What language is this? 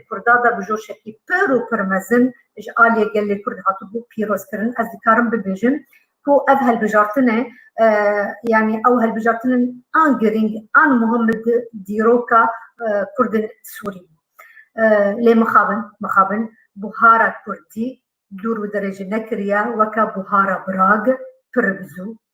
Kurdish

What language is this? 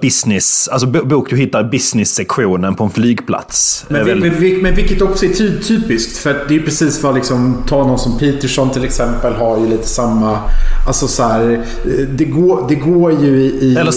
Swedish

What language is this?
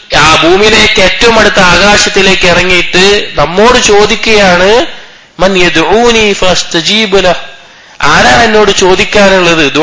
Malayalam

